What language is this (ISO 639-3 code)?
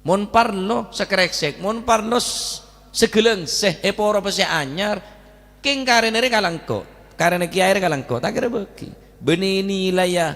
mad